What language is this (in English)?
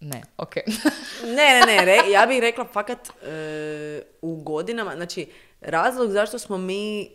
Serbian